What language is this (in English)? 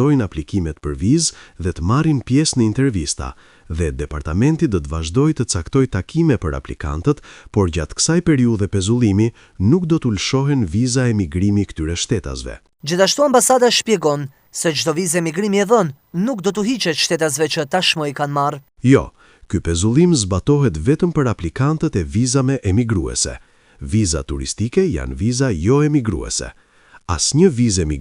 Albanian